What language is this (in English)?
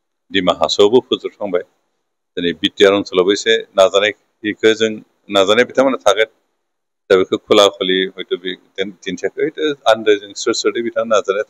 Bodo